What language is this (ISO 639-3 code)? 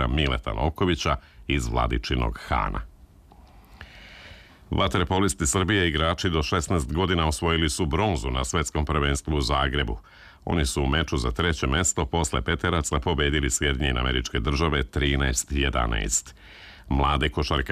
srp